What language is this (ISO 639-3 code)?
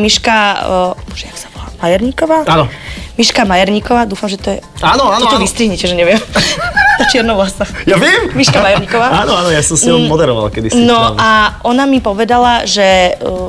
slk